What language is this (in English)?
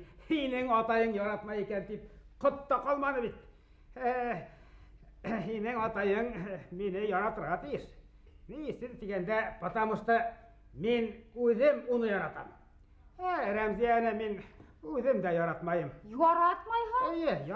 Bashkir